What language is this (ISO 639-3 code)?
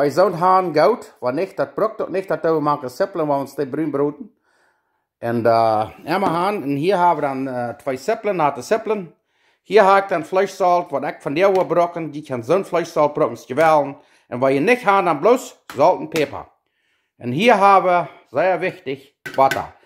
pdt